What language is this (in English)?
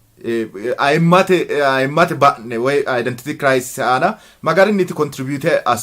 Sidamo